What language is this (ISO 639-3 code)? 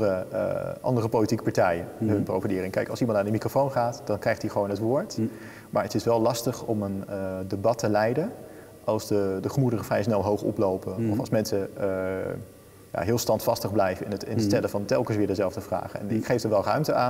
nld